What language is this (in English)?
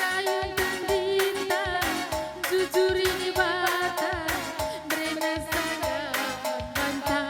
Batak Karo